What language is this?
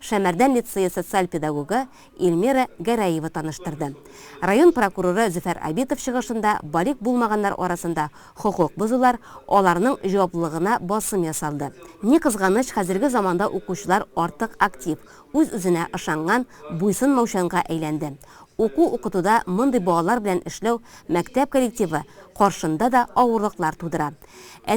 Tatar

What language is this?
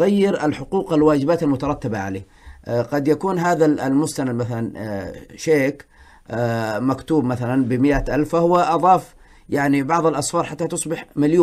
Arabic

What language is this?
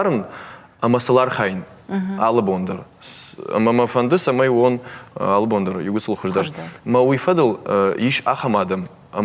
Ossetic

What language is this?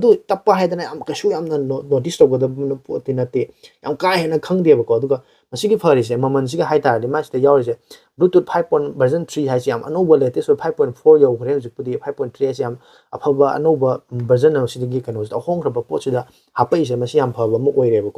Manipuri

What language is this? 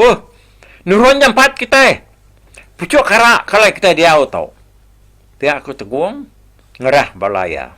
Iban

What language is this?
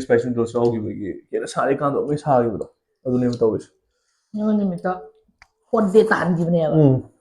Manipuri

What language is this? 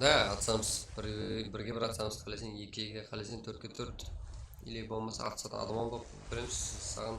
Kara-Kalpak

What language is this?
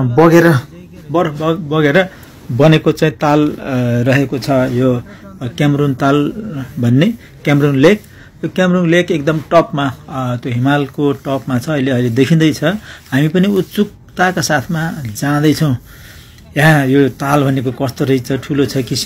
Nepali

